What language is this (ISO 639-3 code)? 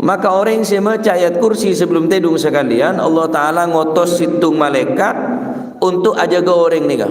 mad